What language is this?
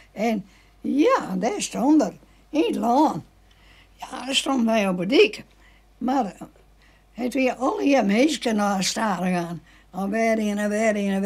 Western Frisian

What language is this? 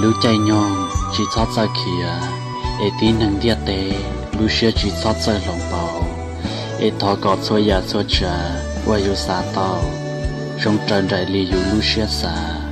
Hmong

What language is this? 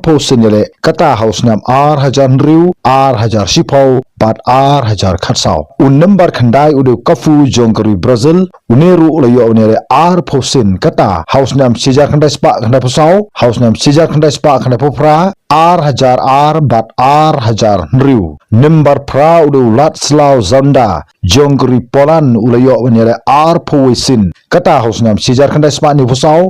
Khasi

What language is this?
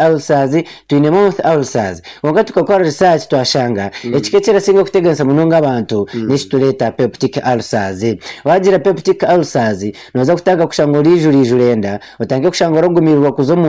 Nyankole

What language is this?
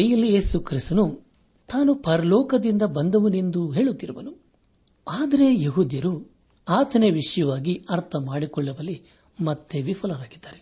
Kannada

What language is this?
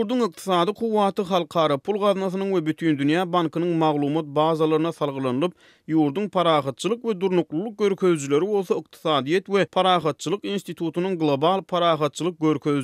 Turkmen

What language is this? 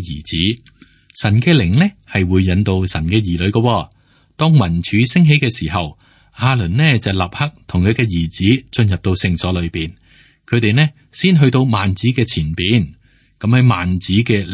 Cantonese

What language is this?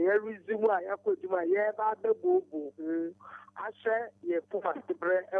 Akan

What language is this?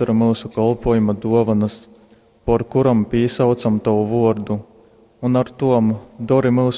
Latgalian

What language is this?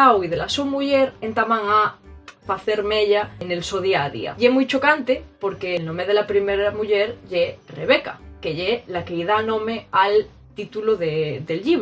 Asturian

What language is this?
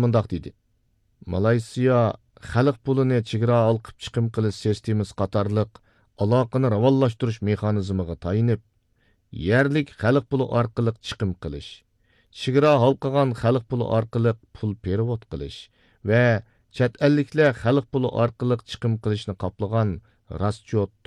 Uyghur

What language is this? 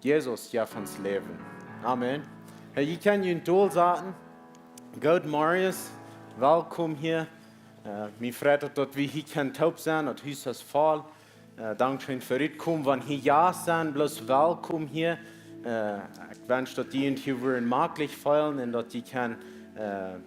Plautdietsch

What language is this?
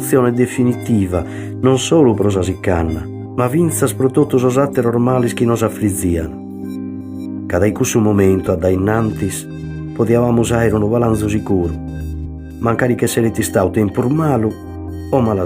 Sardinian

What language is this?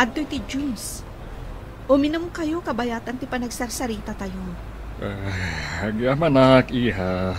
Iloko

